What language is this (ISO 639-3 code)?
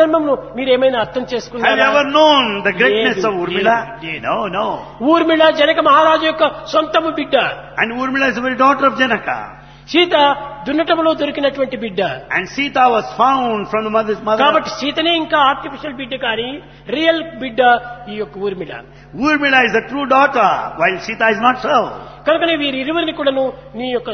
tel